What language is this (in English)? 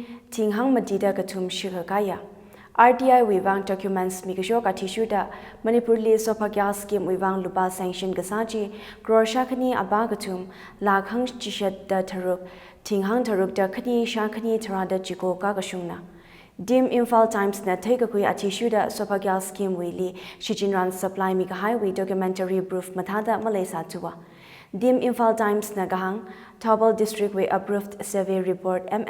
Tangkhul Naga (India)